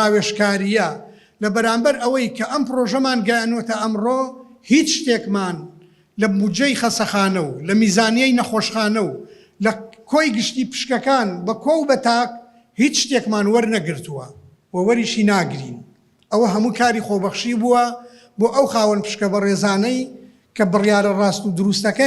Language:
Central Kurdish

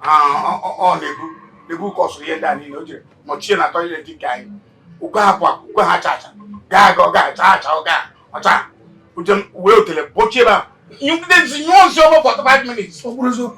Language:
Igbo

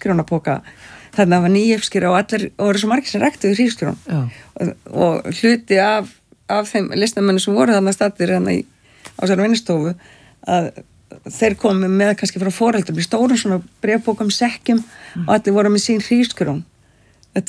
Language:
Icelandic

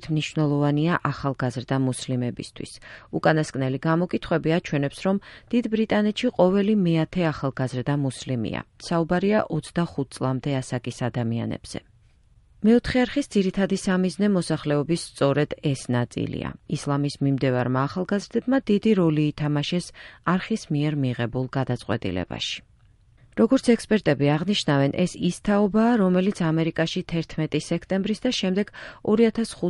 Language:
Georgian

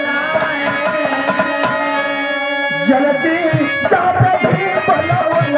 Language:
Bhojpuri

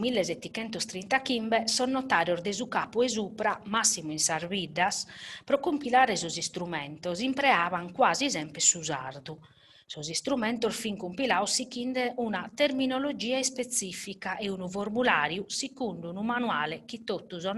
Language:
Sardinian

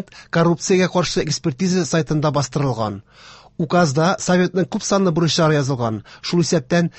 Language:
Tatar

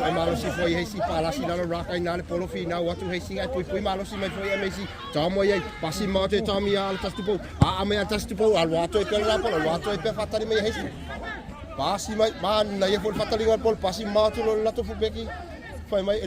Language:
Samoan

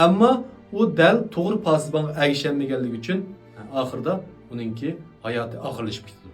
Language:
Uyghur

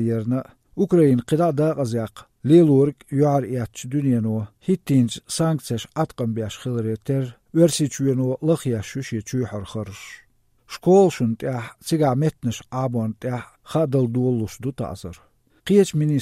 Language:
Chechen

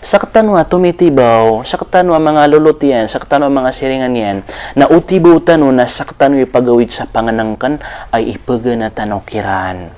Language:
Maranao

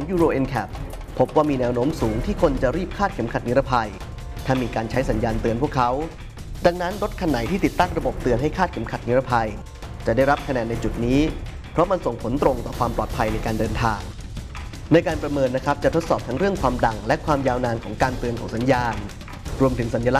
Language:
Thai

